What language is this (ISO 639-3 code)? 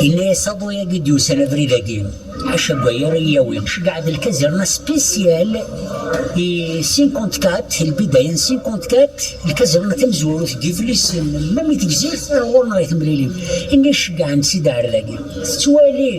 kab